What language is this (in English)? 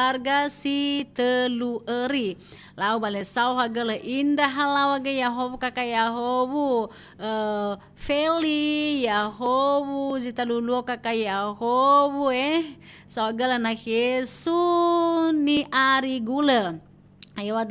Nias